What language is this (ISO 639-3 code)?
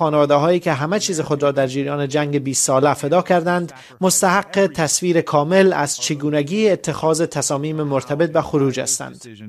fas